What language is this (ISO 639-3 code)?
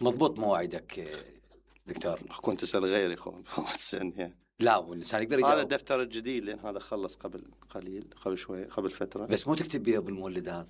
acm